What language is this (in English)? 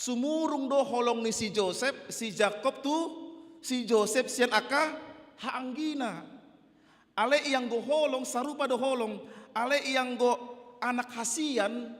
Batak Toba